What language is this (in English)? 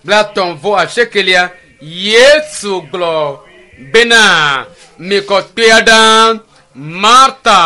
Ewe